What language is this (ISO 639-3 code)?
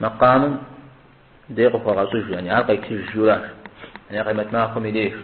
kbd